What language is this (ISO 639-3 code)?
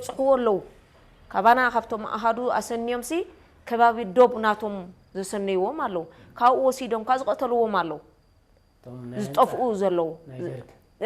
tir